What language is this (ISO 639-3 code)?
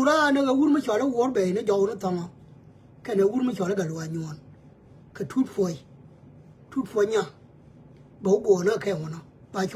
nus